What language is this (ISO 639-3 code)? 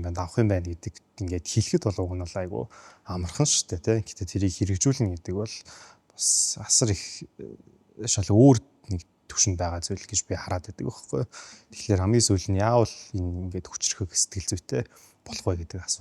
mon